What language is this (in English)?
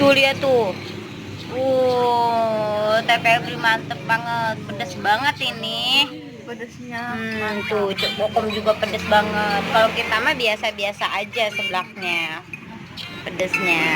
Betawi